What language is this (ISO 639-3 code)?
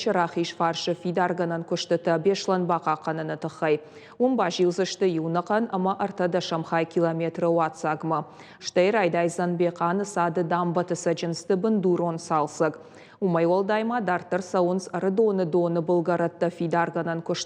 oss